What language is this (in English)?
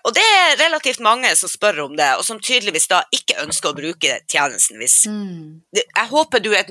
Norwegian